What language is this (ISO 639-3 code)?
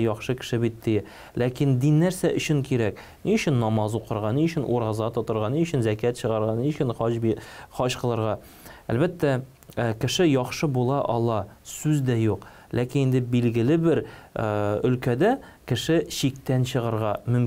tat